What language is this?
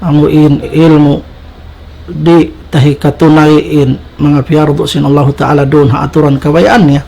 Tausug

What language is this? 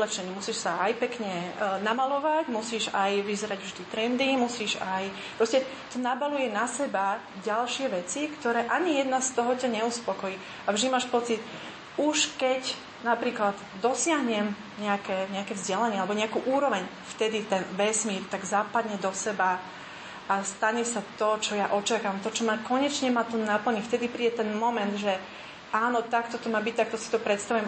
Slovak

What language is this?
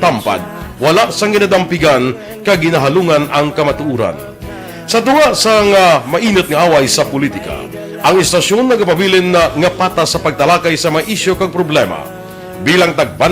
Hiligaynon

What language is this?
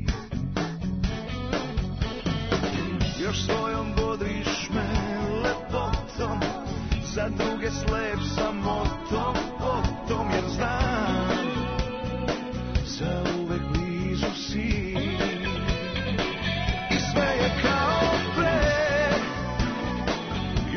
Serbian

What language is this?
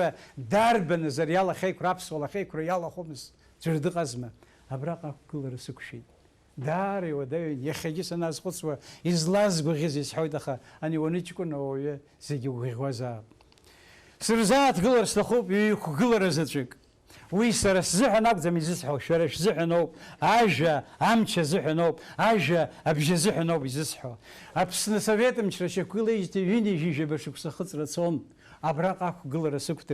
Abkhazian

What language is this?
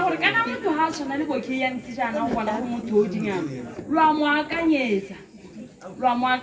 Tswana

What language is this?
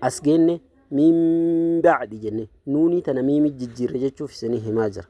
Oromo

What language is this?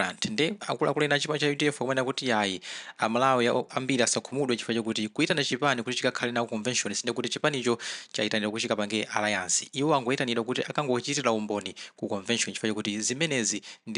Nyanja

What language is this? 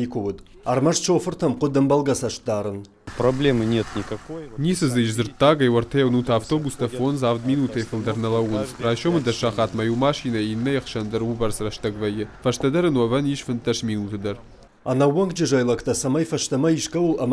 Ossetic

